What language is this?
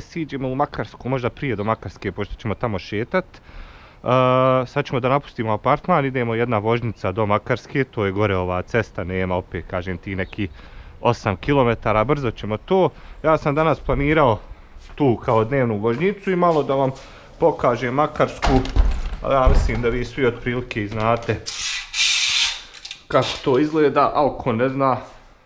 Bosnian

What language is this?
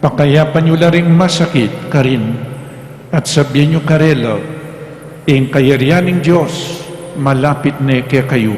Pampanga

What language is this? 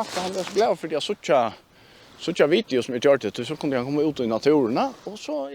Faroese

